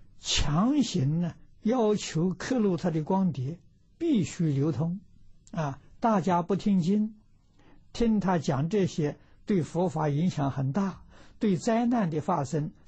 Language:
Chinese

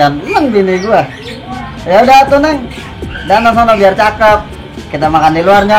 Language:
Betawi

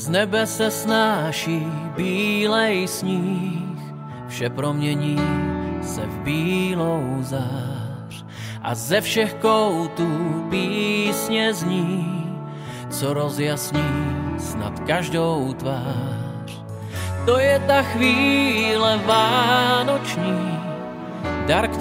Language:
Czech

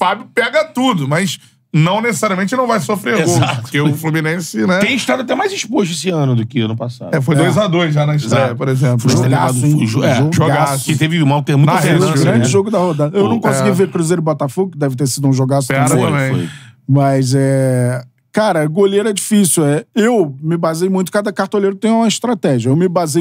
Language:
Portuguese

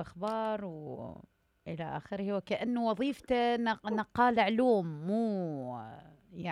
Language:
Mesopotamian Arabic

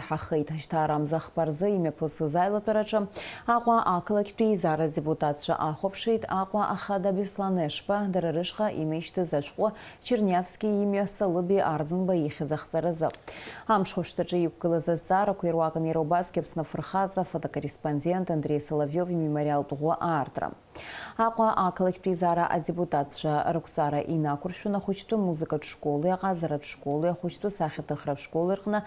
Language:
Abkhazian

